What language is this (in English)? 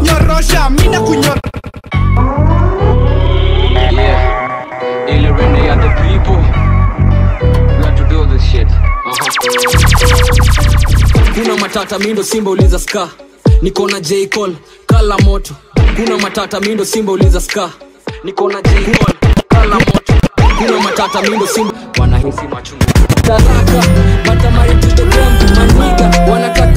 Swahili